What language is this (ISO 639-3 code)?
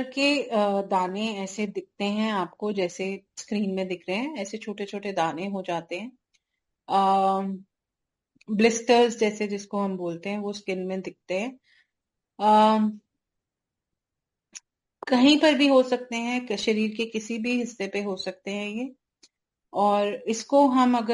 hin